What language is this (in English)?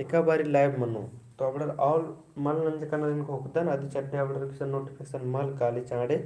Kurukh